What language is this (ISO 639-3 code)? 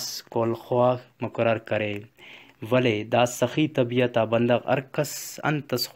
brh